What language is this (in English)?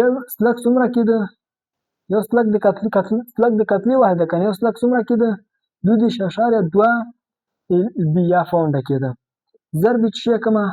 Pashto